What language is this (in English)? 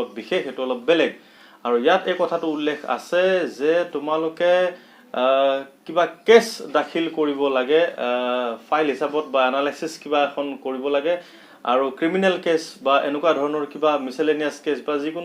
Assamese